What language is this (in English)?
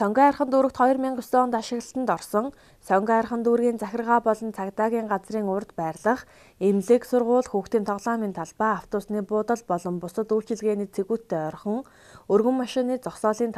Mongolian